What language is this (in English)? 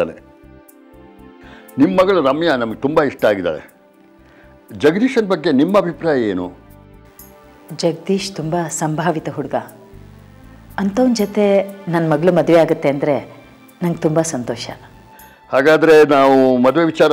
Kannada